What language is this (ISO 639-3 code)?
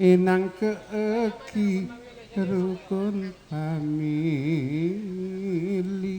mad